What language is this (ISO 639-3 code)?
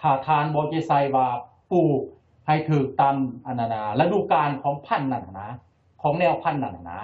lao